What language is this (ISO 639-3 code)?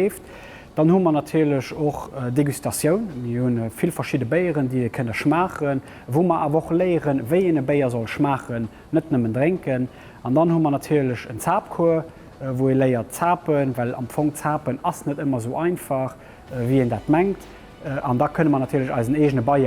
ltz